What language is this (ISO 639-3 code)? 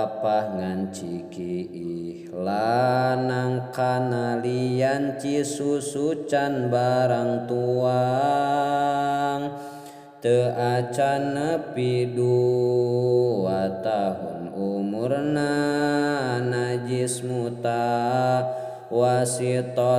sun